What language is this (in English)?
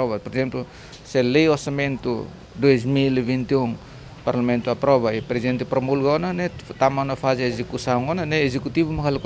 Tetum